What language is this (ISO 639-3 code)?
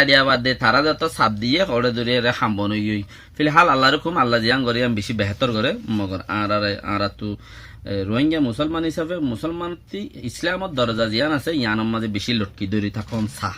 rhg